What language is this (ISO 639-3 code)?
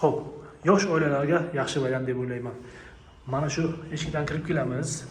uzb